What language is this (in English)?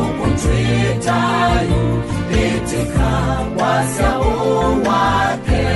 Kamba